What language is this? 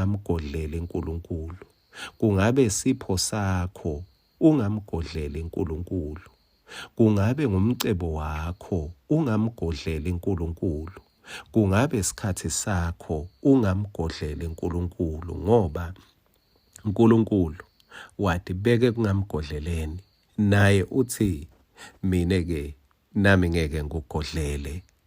Swati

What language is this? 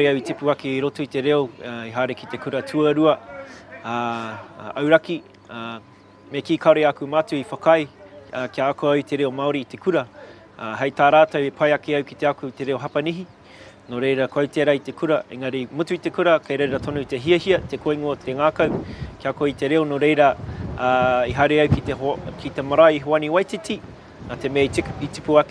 Māori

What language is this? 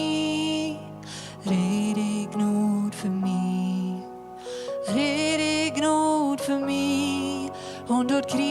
Plautdietsch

